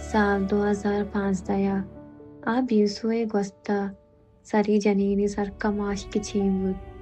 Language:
Baluchi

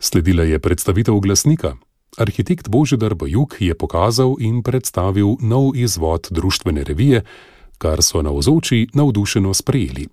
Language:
Slovenian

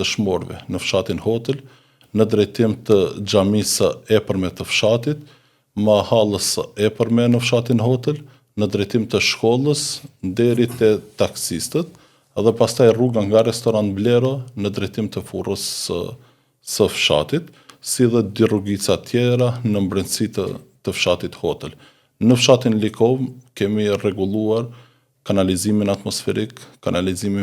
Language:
Albanian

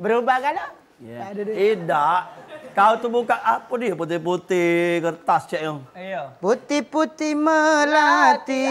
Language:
Musi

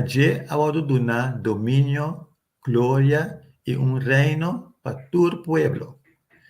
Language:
Papiamento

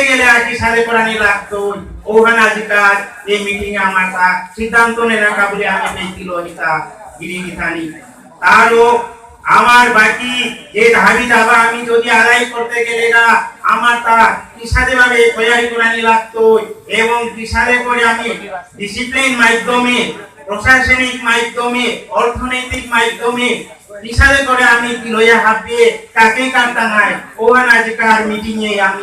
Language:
Bishnupriya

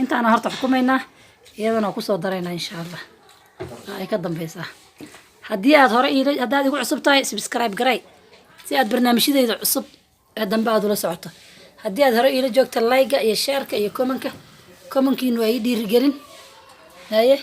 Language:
Somali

